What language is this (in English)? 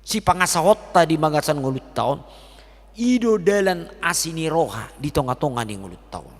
Batak Toba